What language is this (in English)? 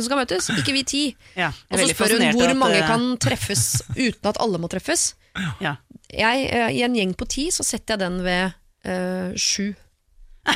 Norwegian